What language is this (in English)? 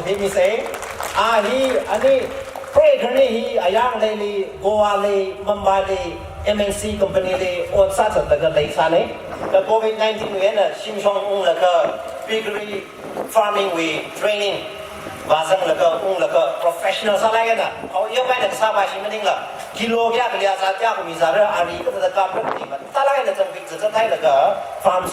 Tangkhul Naga (India)